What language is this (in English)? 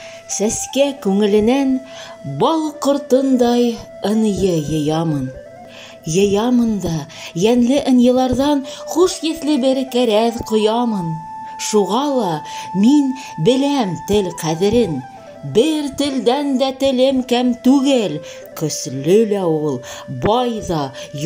Bashkir